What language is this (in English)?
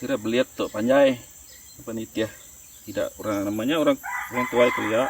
Iban